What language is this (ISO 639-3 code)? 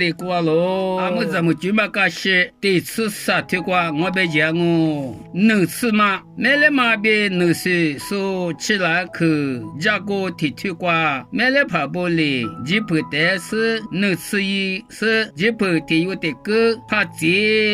lis